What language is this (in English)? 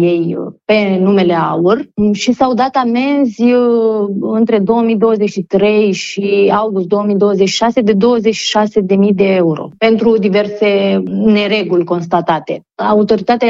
Romanian